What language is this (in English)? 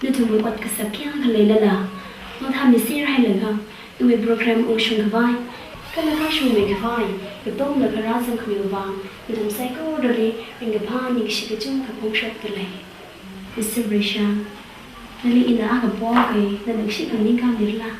Tangkhul Naga (India)